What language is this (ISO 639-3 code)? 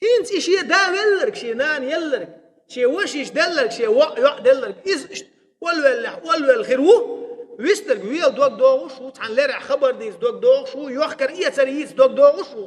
che